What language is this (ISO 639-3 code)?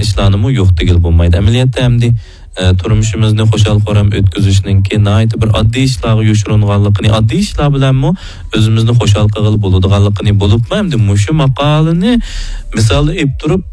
uig